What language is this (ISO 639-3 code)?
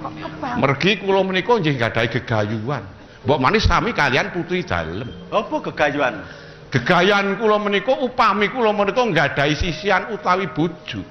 jav